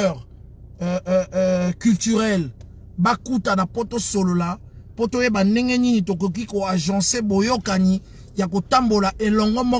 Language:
Lingala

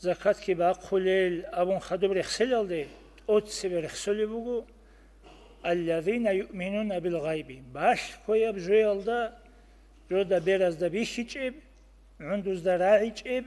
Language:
Avaric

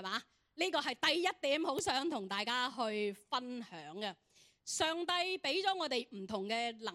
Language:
Cantonese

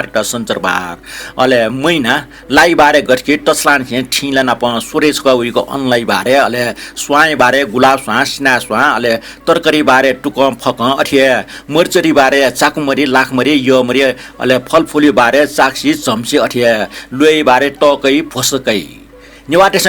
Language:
Newari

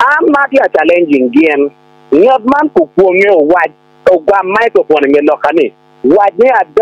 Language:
Acoli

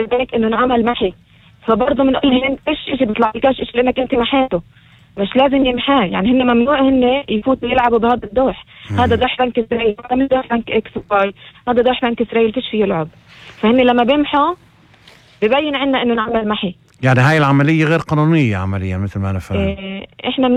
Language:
North Levantine Arabic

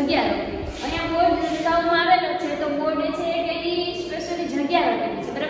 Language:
Gujarati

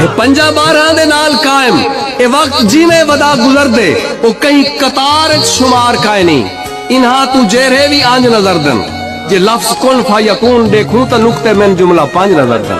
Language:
Saraiki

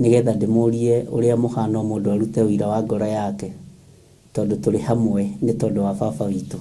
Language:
Kikuyu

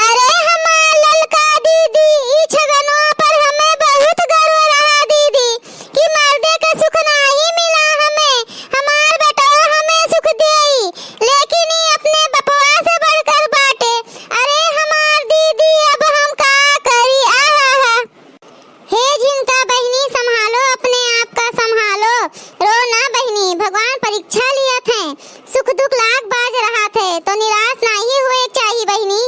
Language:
Awadhi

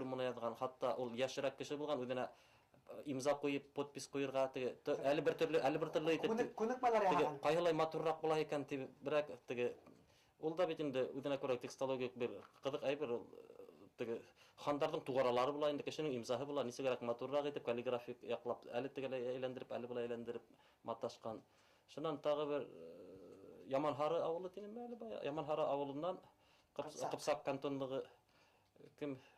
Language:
Bashkir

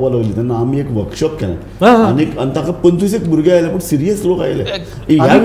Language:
Konkani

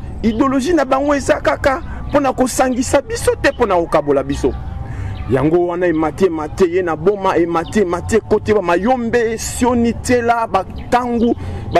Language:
Lingala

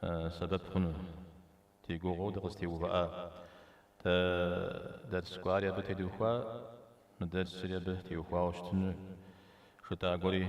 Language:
Kabardian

